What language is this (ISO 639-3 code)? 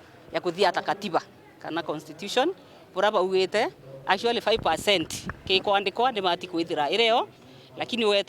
mer